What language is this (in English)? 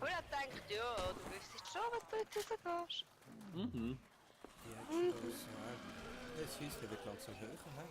Swiss German